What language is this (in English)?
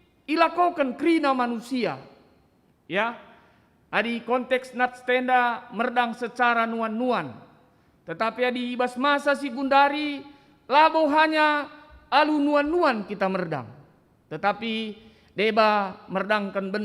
Batak Karo